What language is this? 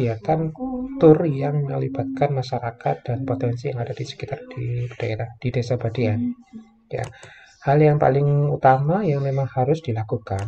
Indonesian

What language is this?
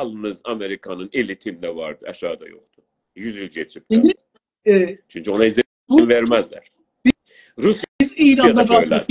South Azerbaijani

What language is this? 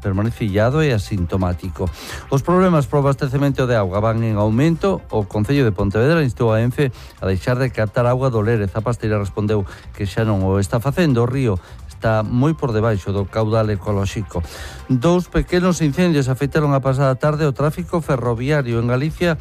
Galician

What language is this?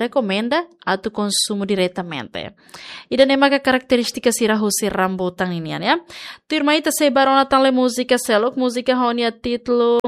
Tetum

